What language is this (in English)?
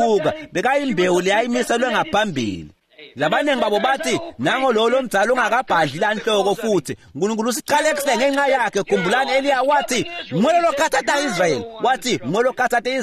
Swati